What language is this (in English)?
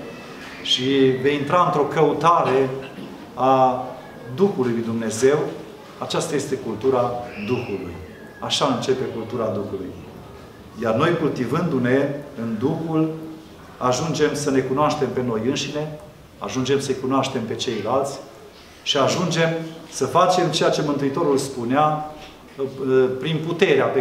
Romanian